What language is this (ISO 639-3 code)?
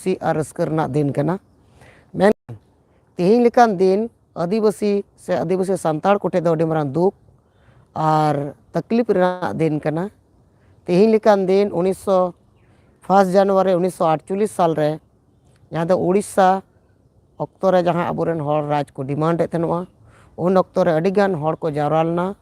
sat